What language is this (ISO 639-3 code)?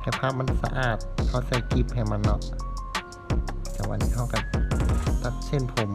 lao